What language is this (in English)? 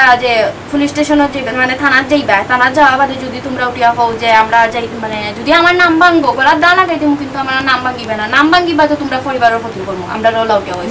Sylheti